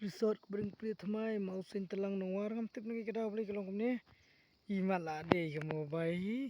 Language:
Khasi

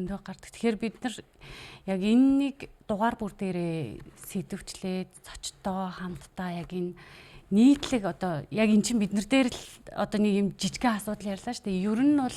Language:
Mongolian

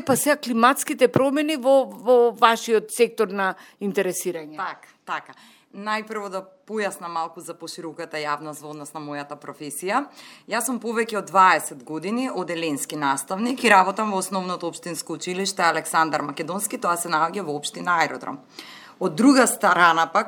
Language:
Macedonian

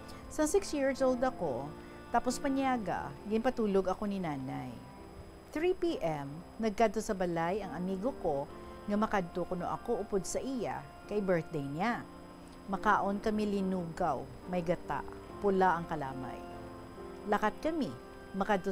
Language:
Hiligaynon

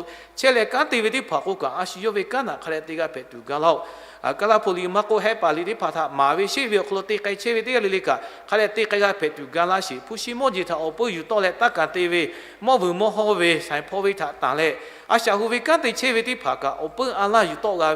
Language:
Lahu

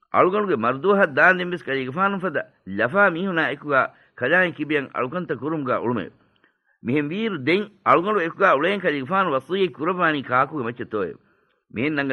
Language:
Divehi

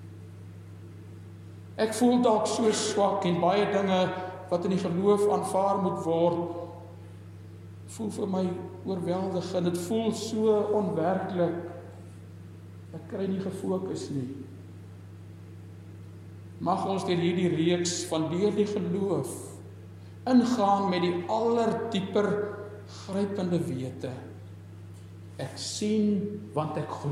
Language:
Afrikaans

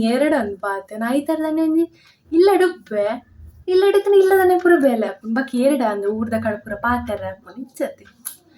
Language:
Tulu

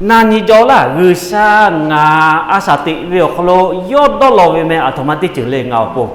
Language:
Lahu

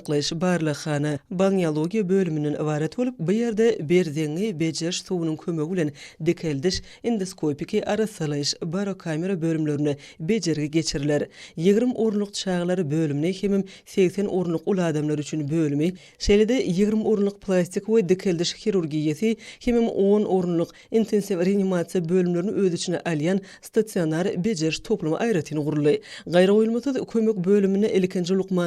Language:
Turkmen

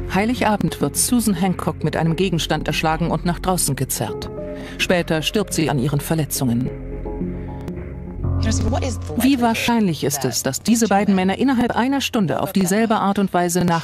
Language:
German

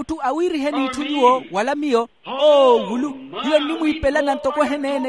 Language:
Makhuwa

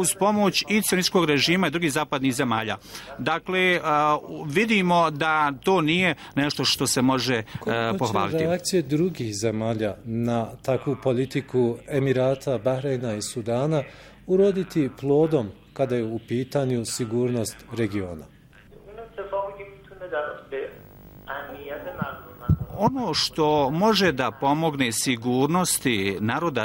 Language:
Bosnian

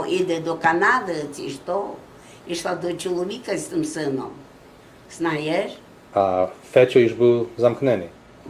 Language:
Rusyn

